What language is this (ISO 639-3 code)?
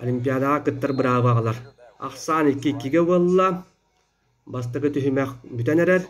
sah